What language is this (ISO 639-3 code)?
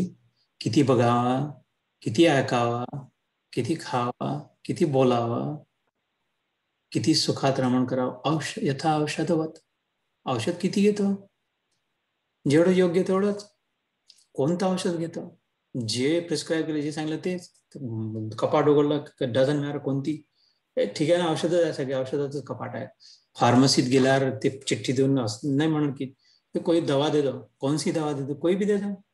mar